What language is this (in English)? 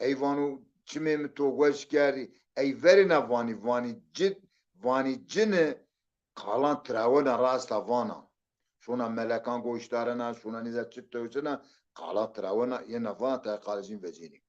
Zaza